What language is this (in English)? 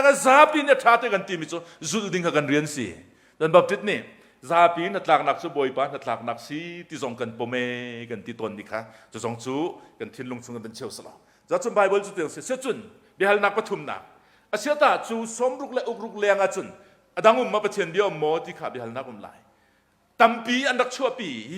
Hakha Chin